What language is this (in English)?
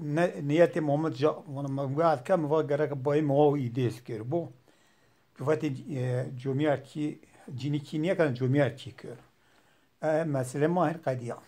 Zaza